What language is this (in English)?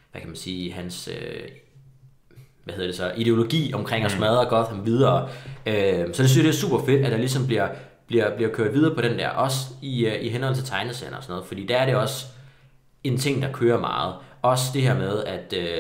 Danish